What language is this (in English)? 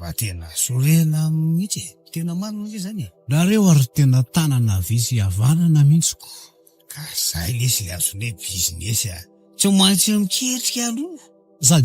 Malagasy